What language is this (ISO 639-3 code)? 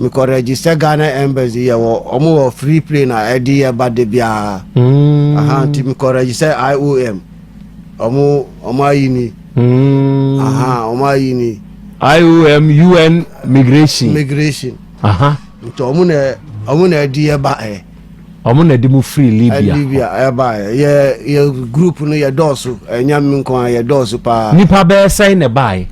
aka